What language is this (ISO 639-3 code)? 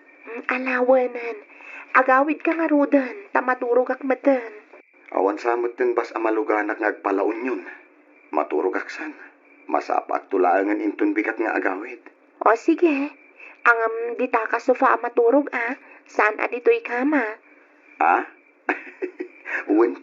ilo